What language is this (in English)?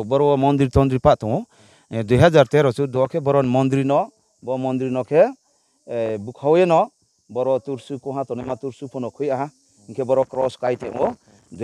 Riang (India)